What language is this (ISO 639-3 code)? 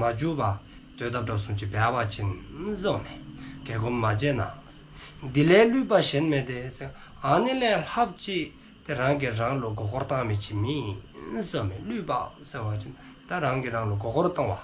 dzo